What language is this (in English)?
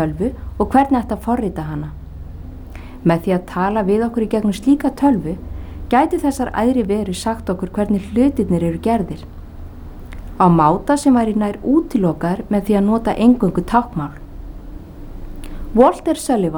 Icelandic